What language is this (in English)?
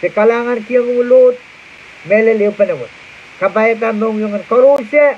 Pohnpeian